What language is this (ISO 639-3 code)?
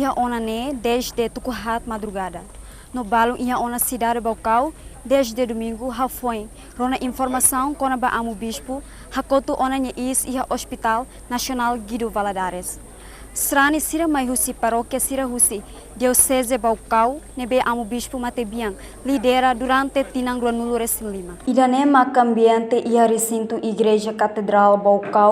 tet